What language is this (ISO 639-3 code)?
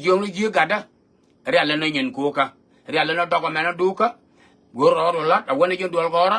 nus